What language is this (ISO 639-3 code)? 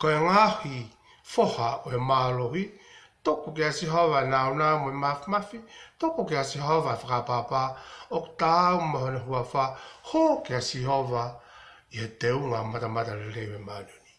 ton